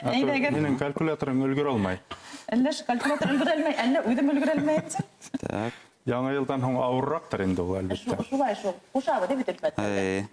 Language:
Bashkir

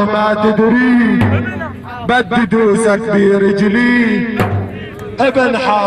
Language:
North Levantine Arabic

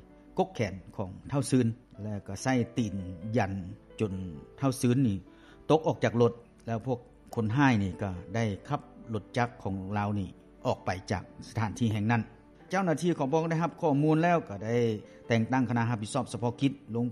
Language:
Lao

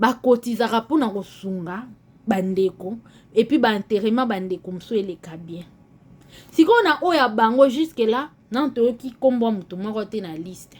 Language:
Lingala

